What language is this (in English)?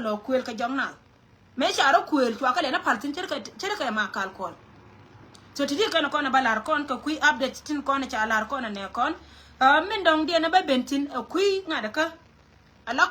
Nuer